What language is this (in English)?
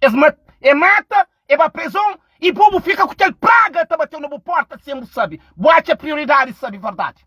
Kabuverdianu